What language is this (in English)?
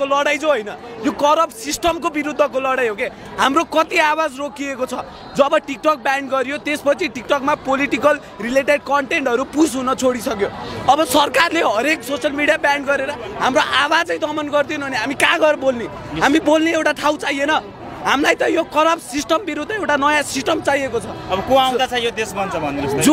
Nepali